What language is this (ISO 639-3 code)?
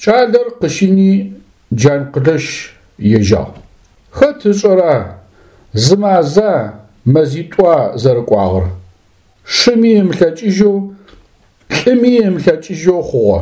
ady